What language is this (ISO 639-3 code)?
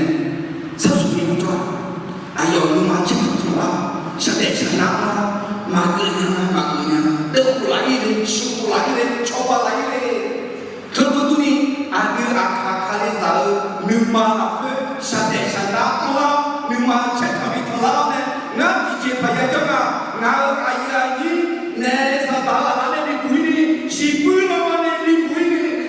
ahk